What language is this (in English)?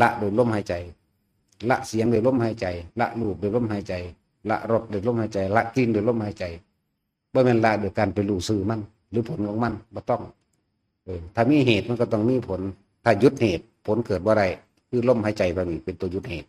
Northeastern Thai